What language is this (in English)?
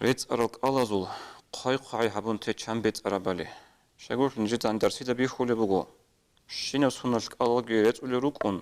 Avaric